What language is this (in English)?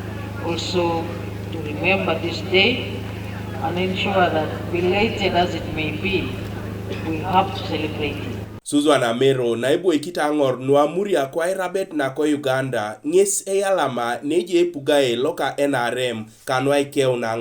Teso